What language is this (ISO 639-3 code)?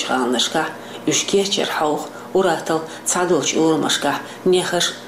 che